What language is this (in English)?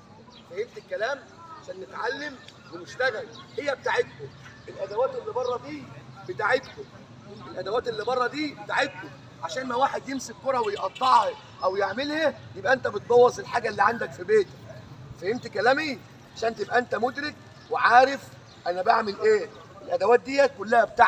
Egyptian Arabic